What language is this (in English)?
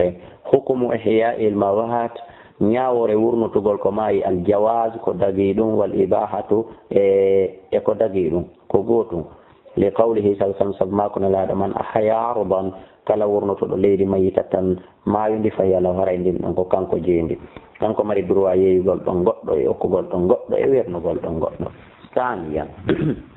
Fula